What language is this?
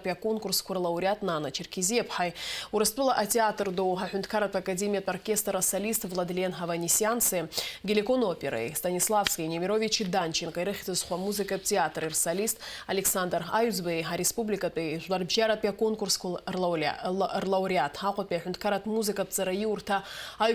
Abkhazian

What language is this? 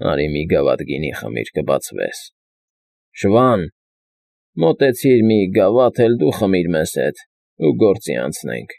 Armenian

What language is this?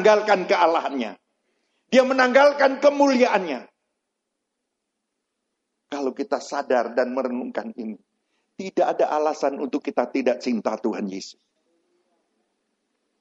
Indonesian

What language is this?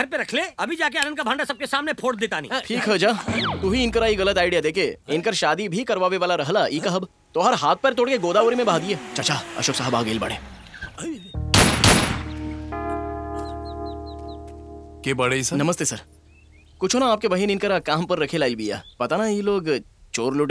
Bhojpuri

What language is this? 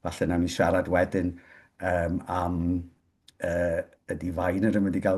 Welsh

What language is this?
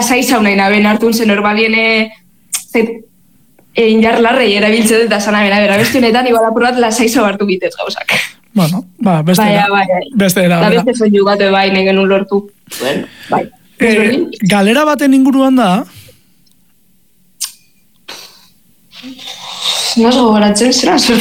Basque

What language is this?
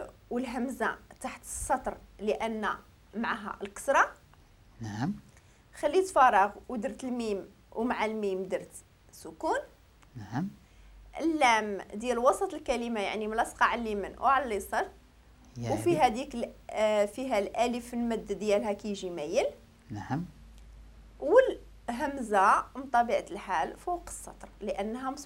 Moroccan Arabic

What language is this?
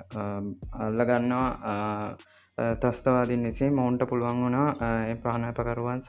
Sinhala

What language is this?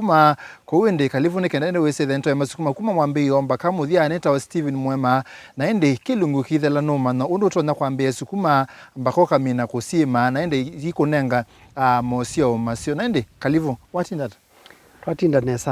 Kamba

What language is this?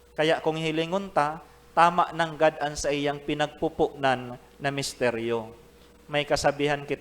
Bikol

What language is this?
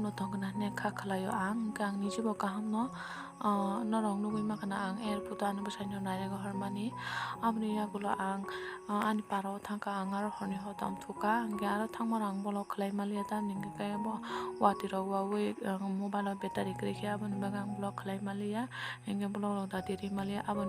Kok Borok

